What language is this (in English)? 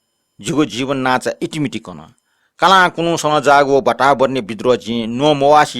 Newari